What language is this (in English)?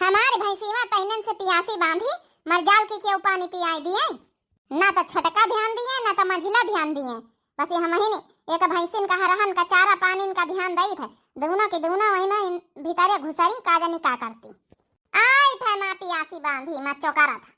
Awadhi